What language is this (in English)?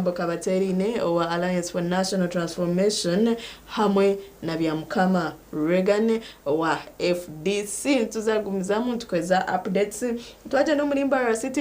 Nyankole